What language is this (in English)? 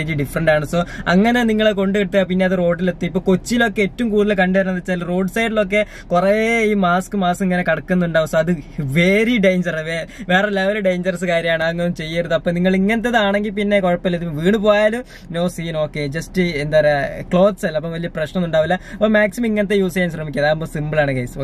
Malayalam